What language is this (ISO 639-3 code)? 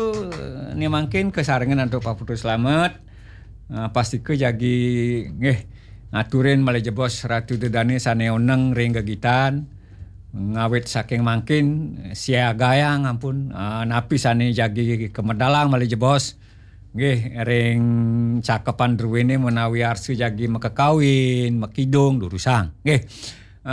ban